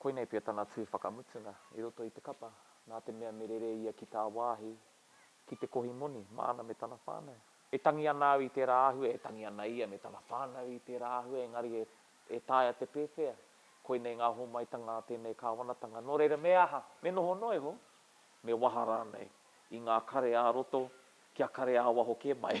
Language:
Māori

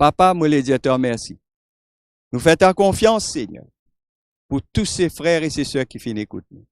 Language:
Morisyen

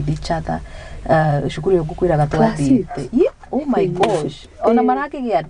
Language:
Kikuyu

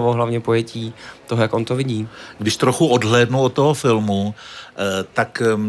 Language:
Czech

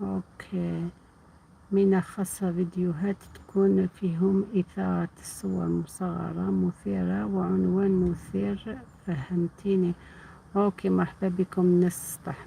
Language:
Algerian Arabic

